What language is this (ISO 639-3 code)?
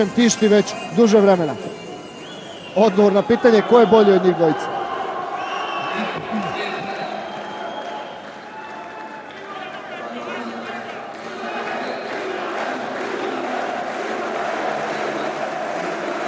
srp